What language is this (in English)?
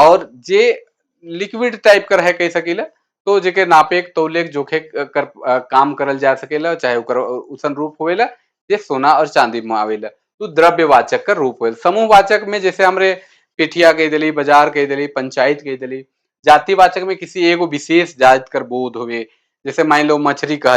Sadri